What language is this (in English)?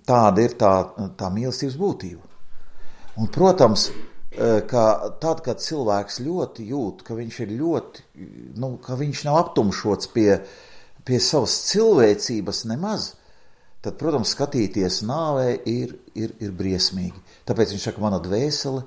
Latvian